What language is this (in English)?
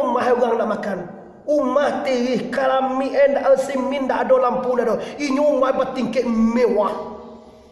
Minangkabau